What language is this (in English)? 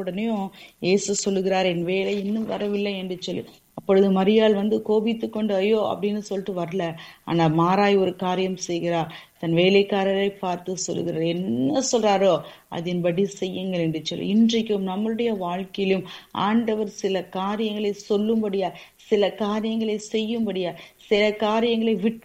Tamil